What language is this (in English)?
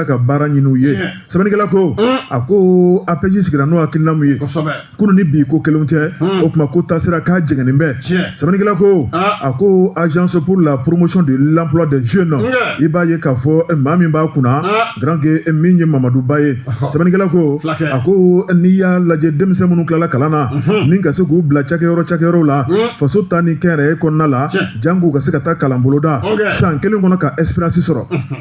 Bambara